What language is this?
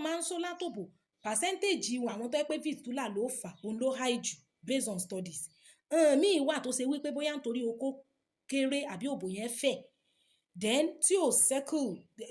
Yoruba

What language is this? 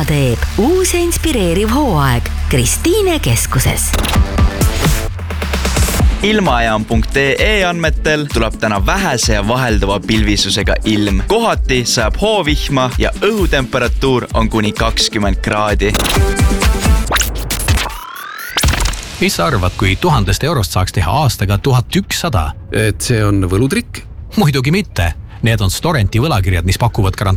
Estonian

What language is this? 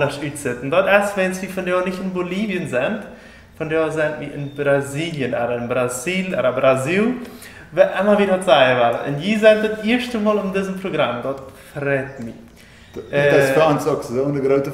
Plautdietsch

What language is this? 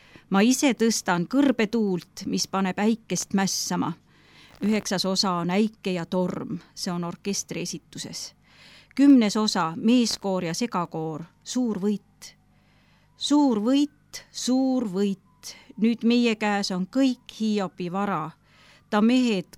Estonian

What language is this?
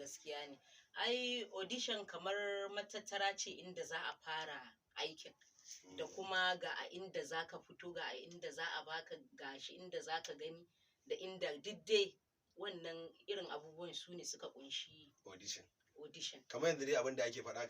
Hausa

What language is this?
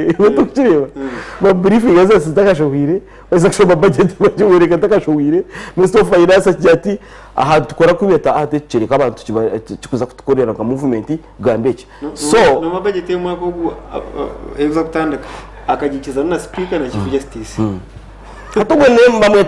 Nyankole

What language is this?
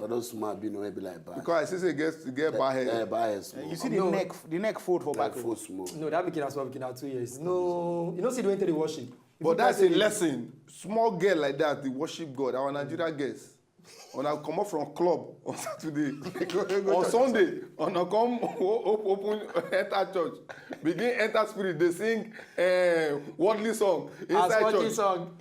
Nigerian Pidgin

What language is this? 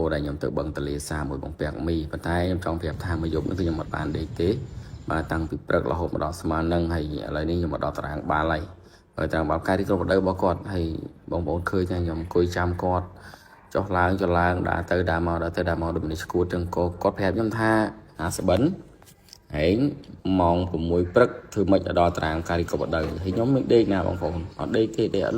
Khmer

